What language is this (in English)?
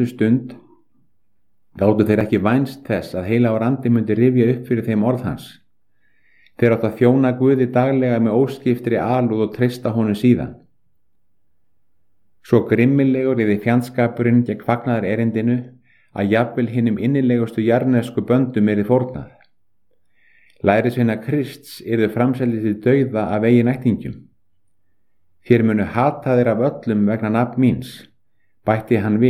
Icelandic